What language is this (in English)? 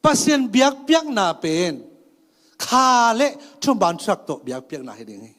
Tedim Chin